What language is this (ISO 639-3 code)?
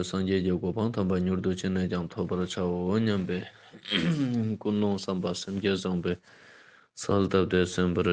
lbj